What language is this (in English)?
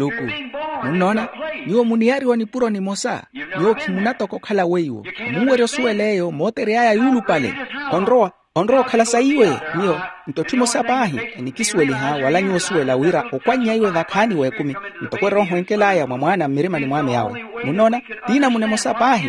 Makhuwa